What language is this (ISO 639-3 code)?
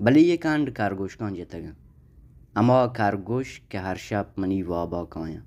bal